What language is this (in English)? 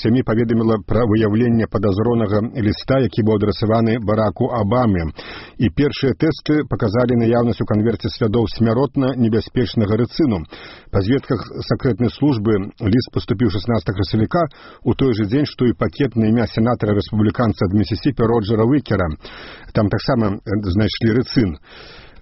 Belarusian